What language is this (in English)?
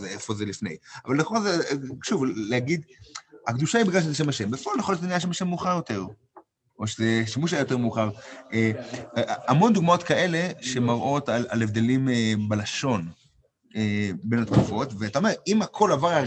Hebrew